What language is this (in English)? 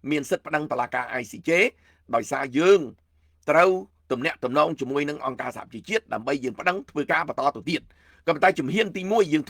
Khmer